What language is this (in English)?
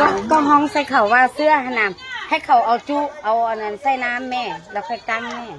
Lao